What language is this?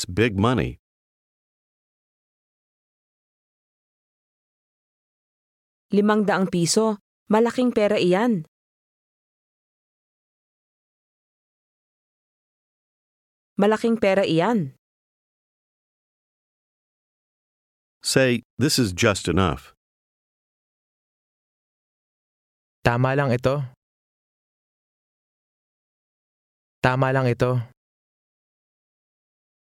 Filipino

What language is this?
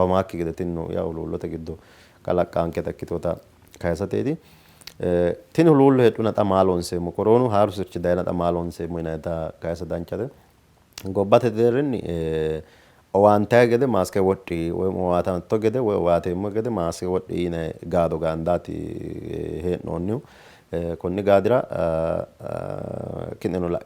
Sidamo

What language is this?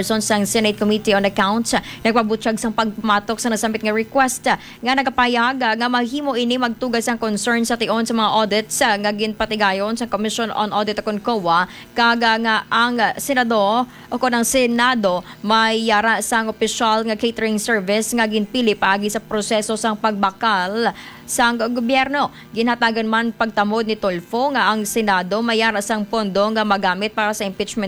Hiligaynon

